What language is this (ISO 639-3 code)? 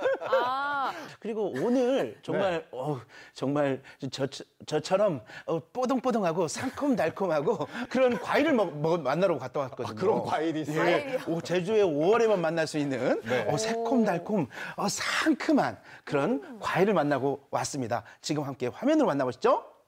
kor